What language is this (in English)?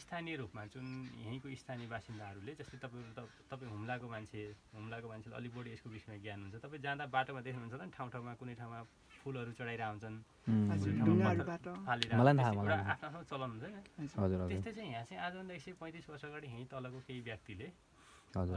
Nepali